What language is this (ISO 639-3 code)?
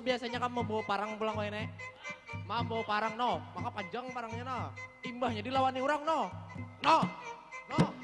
bjn